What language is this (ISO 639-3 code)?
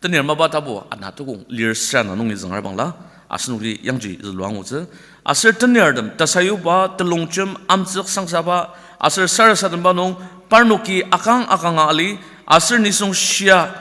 njo